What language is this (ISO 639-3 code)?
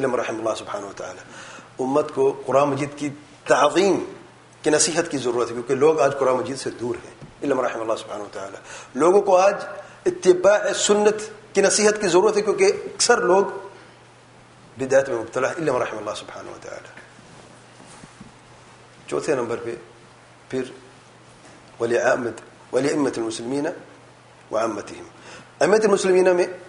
urd